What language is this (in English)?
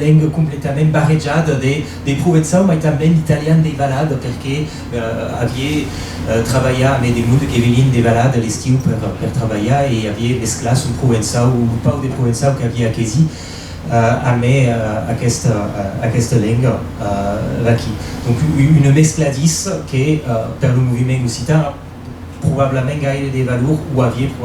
Occitan